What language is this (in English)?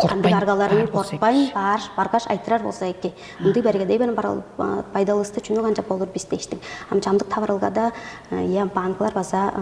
Tuvinian